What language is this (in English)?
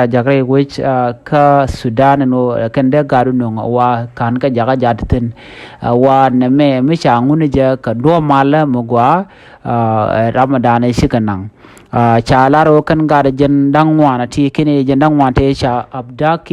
Nuer